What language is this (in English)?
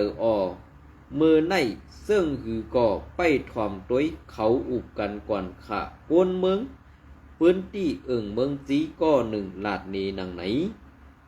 Shan